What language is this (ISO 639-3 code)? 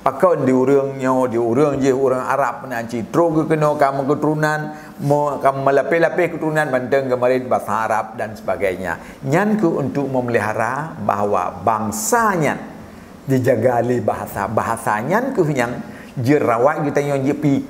ace